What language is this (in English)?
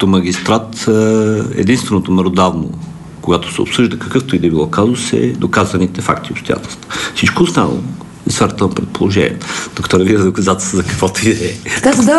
Bulgarian